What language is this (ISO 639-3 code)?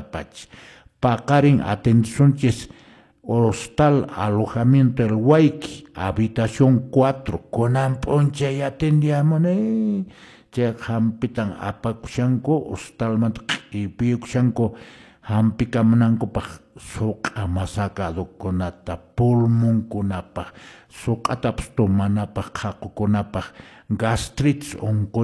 que